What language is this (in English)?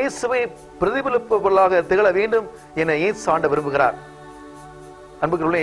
Tamil